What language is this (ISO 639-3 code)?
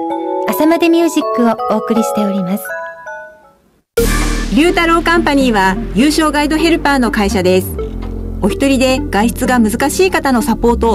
jpn